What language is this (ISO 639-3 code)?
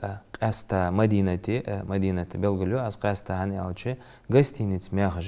inh